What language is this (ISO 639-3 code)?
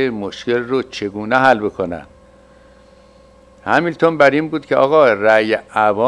fas